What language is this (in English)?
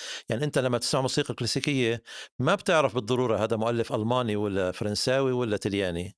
North Levantine Arabic